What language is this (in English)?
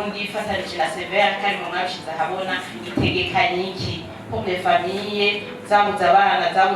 Rundi